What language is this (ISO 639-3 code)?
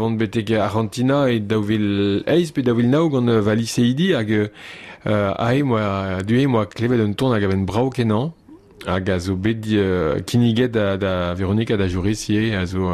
bre